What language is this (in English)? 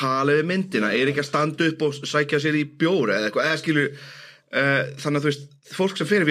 Icelandic